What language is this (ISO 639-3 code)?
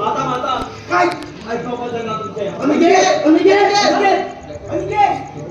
kok